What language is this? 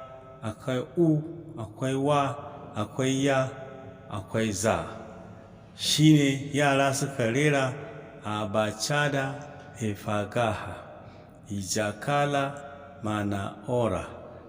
Hausa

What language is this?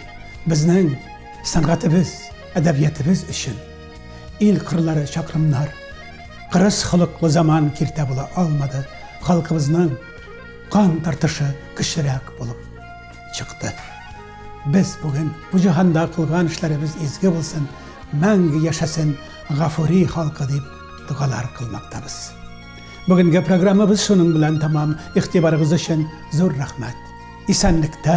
Tatar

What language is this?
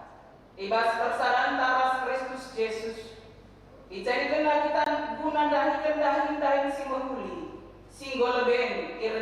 Batak Karo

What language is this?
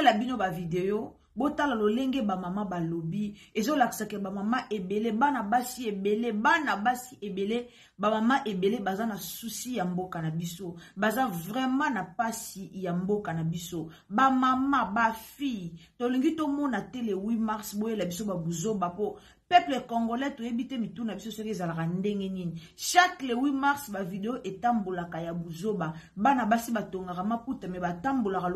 Lingala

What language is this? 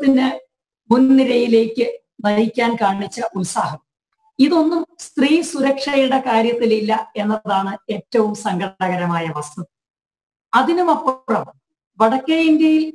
Malayalam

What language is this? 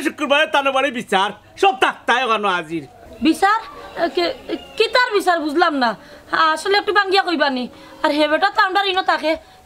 Sylheti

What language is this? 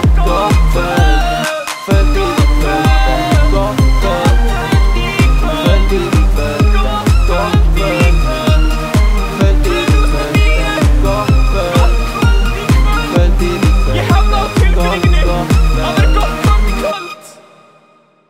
Icelandic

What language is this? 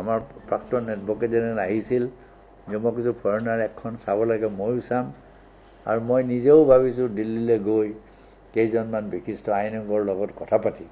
Assamese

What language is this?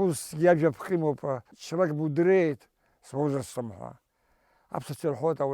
Abkhazian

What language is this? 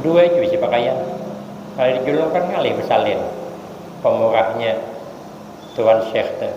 Banjar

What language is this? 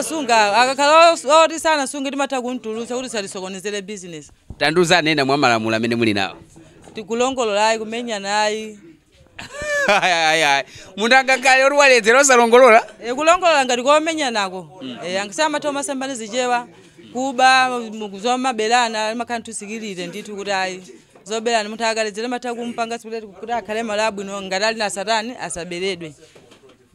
Nyanja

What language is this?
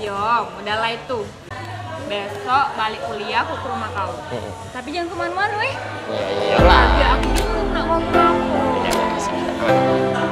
Musi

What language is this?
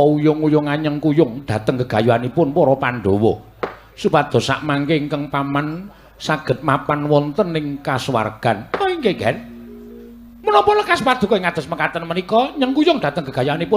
Javanese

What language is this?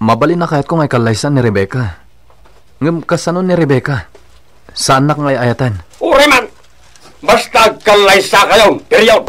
Iloko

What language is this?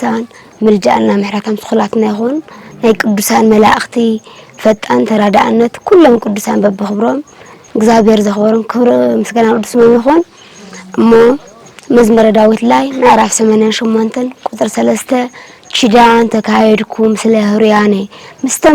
Tigrinya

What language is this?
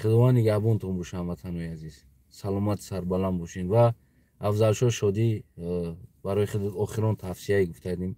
Tajik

